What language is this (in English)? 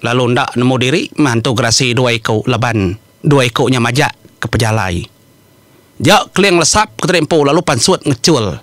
Iban